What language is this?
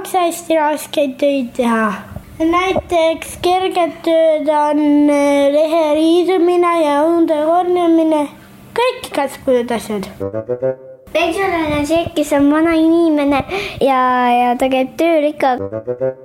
Estonian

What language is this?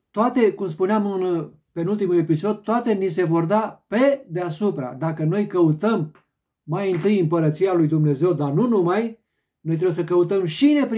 Romanian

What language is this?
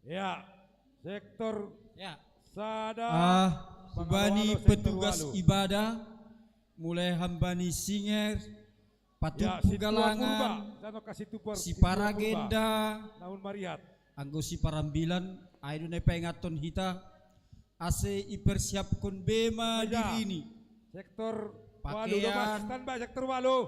Batak Simalungun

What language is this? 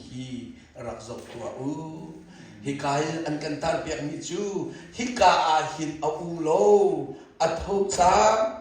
Hakha Chin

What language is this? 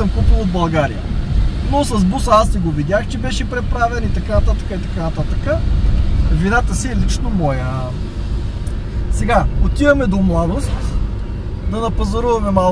Bulgarian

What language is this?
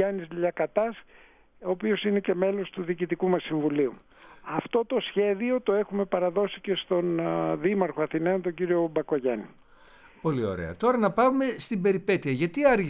Greek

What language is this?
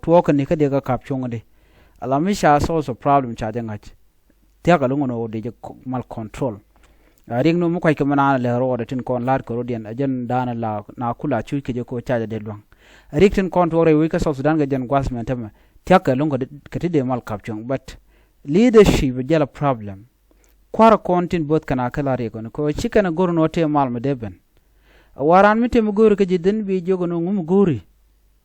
Nuer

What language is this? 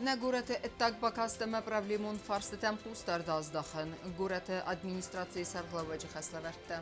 Ossetic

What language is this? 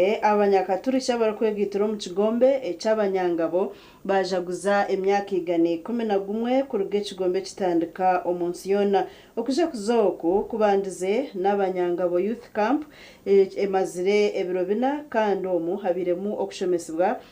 Nyankole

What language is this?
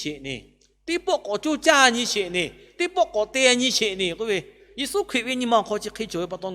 Lahu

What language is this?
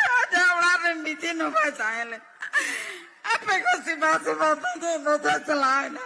Santali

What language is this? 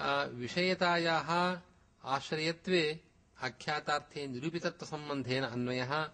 Sanskrit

